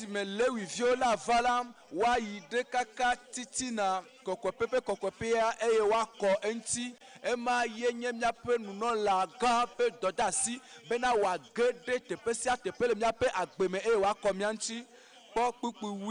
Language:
Ewe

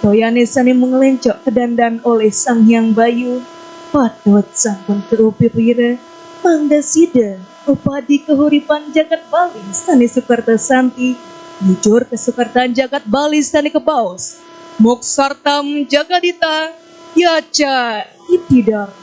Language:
Balinese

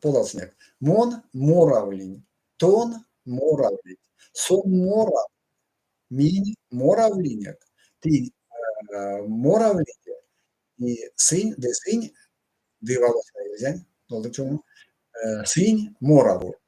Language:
Erzya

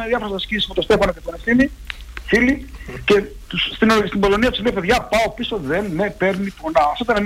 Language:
Greek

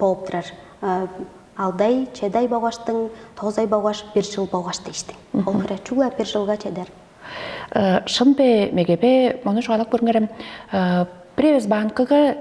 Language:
Tuvinian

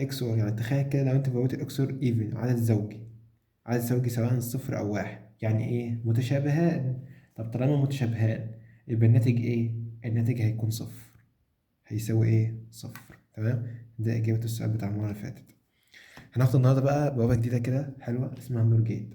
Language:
Egyptian Arabic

